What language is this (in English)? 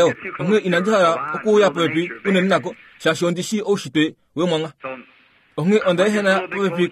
Kuanyama